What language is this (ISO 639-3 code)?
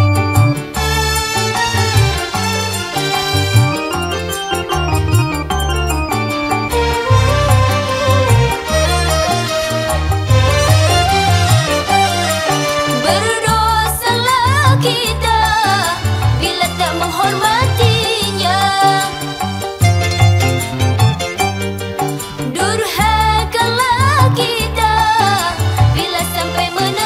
msa